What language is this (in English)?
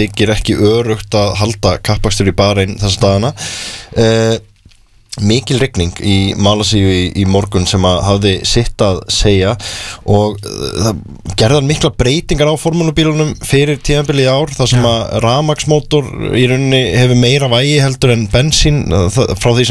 Icelandic